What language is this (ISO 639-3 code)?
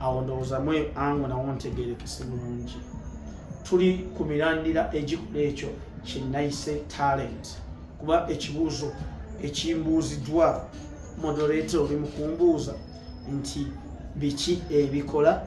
lug